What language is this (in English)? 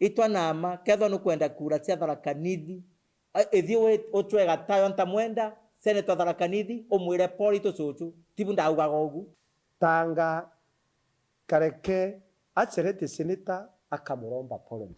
Meru